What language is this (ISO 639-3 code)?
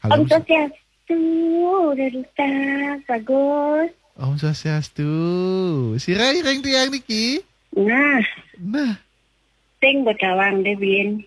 ban